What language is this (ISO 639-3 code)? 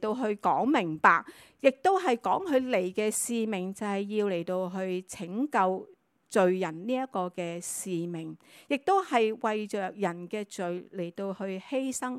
yue